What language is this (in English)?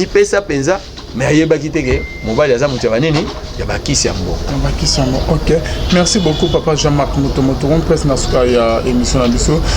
Lingala